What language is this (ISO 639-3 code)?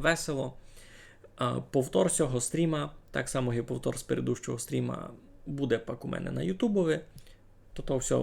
rue